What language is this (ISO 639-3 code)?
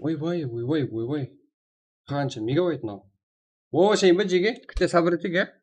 kaa